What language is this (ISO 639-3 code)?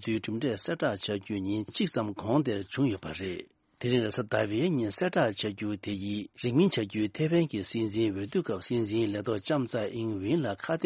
bod